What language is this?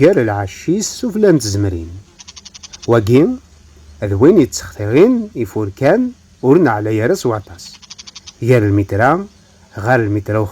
Kabyle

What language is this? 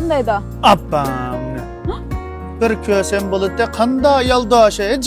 Uyghur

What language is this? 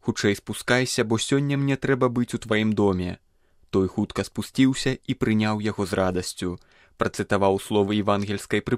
Belarusian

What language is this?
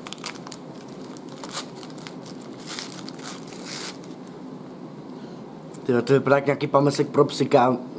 Czech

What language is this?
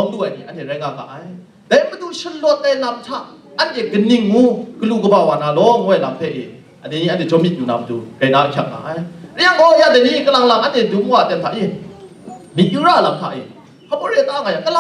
Kachin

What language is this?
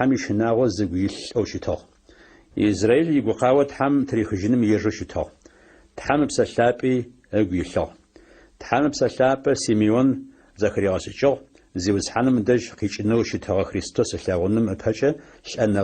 Adyghe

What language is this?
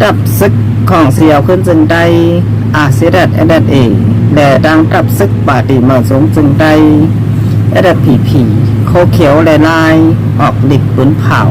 Shan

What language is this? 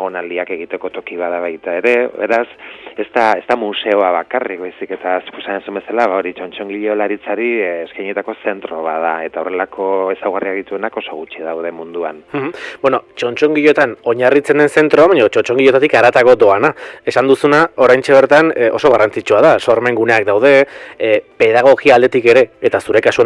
Basque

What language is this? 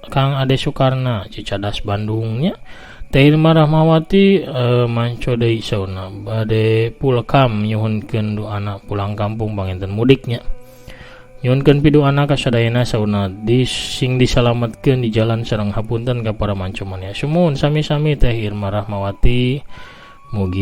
Sundanese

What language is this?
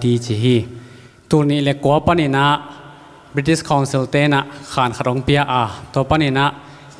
Tedim Chin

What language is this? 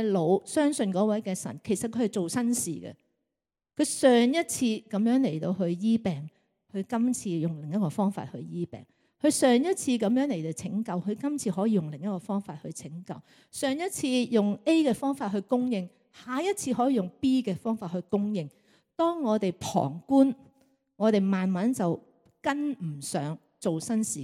Cantonese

